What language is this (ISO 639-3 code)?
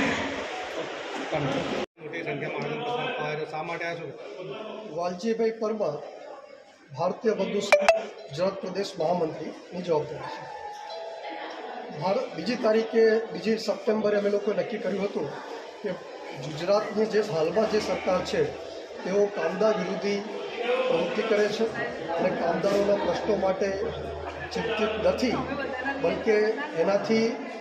guj